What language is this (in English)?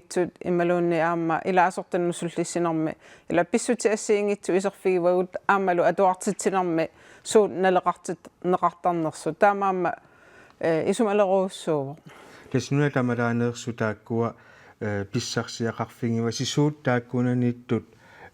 Kalaallisut